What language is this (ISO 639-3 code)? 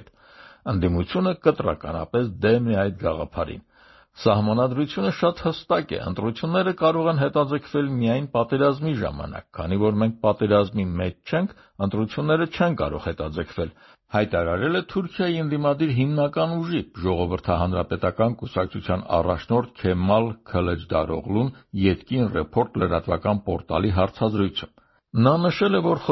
hye